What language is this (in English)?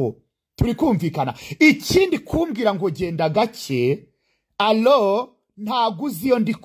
Kinyarwanda